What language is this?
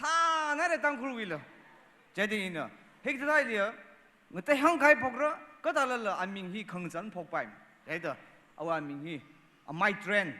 Tangkhul Naga (India)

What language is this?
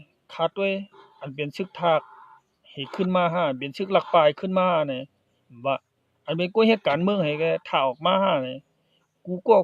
Shan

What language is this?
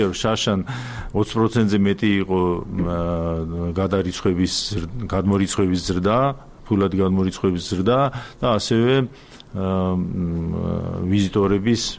Georgian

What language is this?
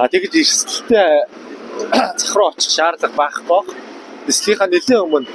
Mongolian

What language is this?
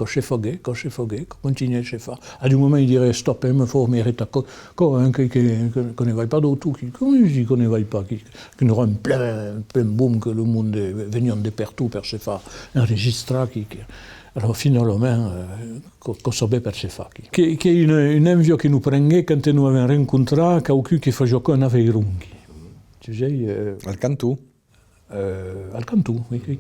Occitan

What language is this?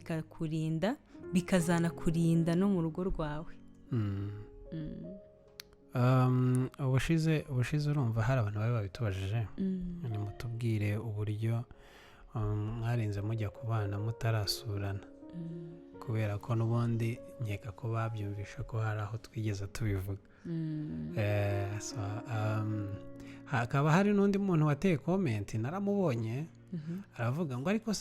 Kinyarwanda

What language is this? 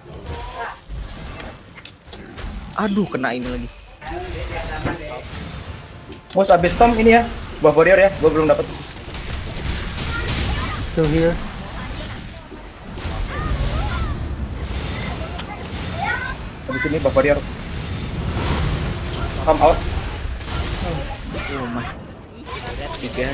Indonesian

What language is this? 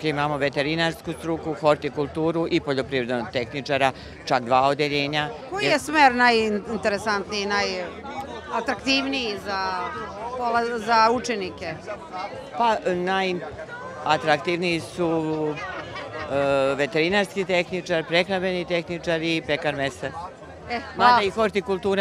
Serbian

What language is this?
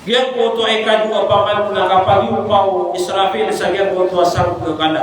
Maranao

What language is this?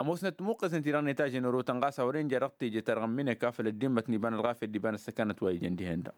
Tamasheq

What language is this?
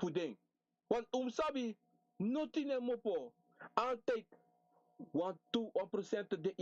Sranan Tongo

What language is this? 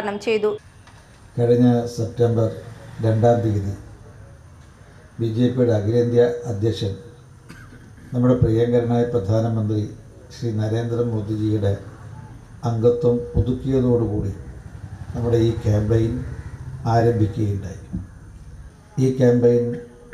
Malayalam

